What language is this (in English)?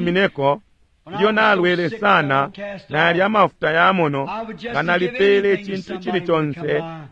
Bemba